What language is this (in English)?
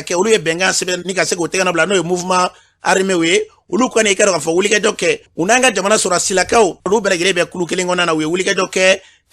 Bambara